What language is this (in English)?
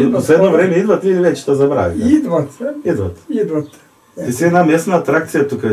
Bulgarian